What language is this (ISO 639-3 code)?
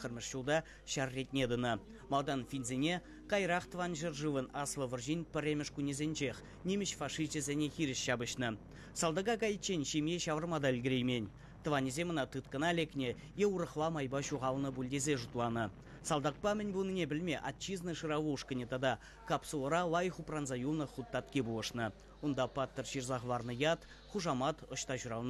chv